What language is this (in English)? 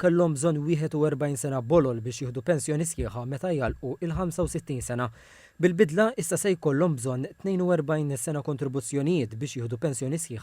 Maltese